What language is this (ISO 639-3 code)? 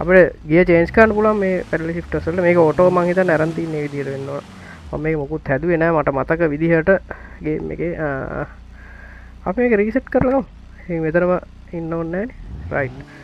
sin